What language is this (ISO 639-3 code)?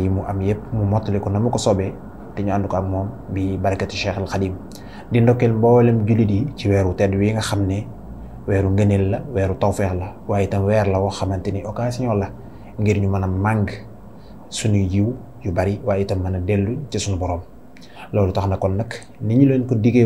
wol